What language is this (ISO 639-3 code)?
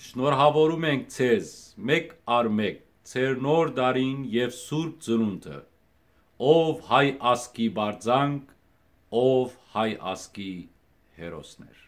hyw